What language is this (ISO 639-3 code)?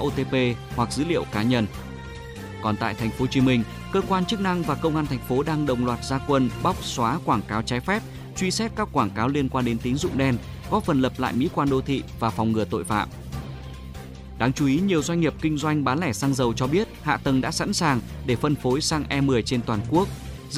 vie